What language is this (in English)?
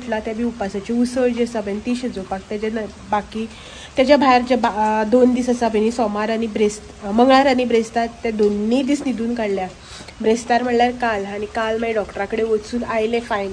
Konkani